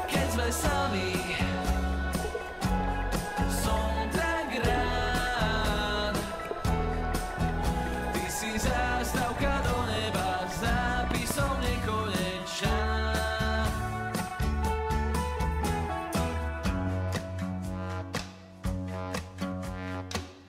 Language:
Slovak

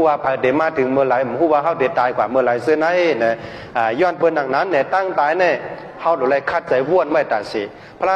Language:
Shan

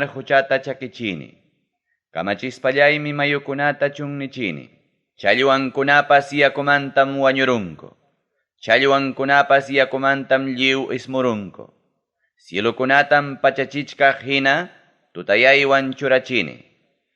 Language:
Ayacucho Quechua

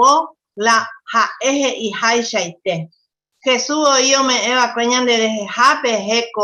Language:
Guarani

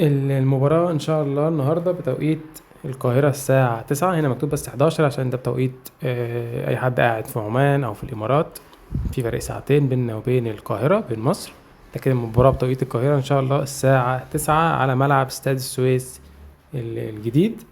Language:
Egyptian Arabic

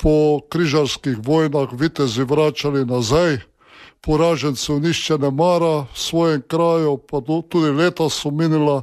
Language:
Slovenian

